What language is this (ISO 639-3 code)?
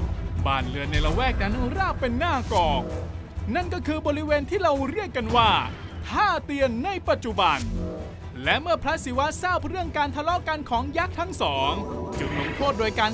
tha